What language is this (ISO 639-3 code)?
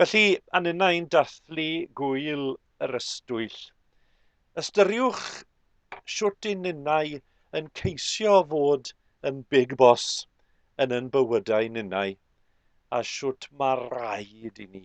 cym